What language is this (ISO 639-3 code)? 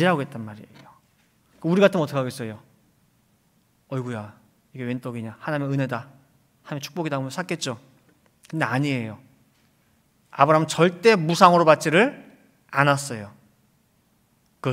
kor